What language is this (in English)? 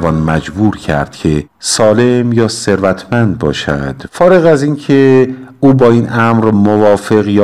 Persian